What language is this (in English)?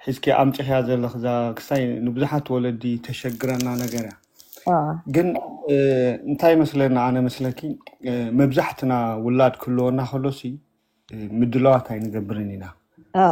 Tigrinya